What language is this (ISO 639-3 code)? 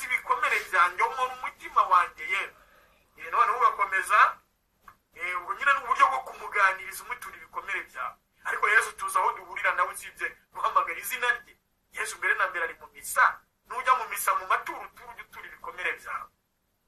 kin